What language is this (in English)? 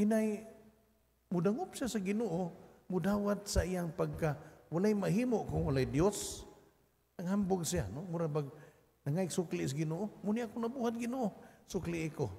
Cebuano